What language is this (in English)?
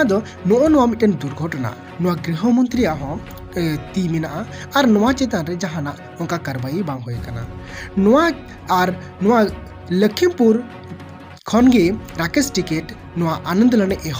Santali